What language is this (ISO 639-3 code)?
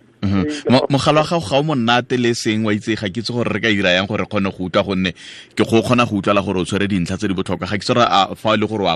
tsn